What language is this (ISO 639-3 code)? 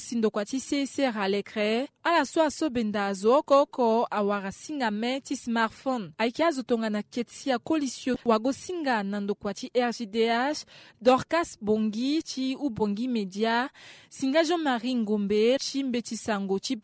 sag